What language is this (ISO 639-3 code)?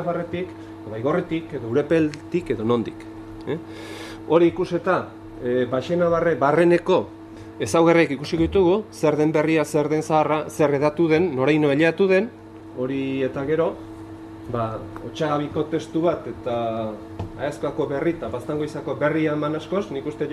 eus